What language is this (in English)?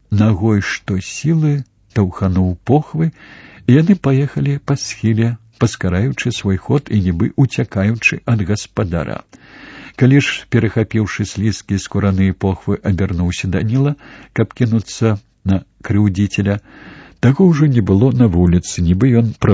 Belarusian